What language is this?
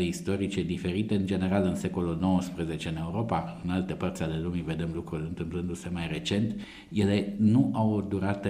Romanian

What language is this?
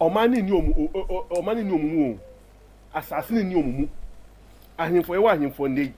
Akan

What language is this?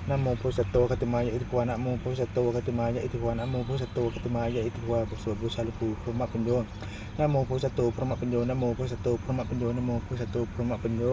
Pali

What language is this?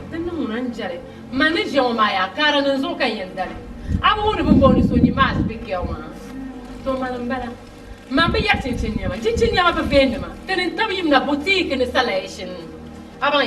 Dagbani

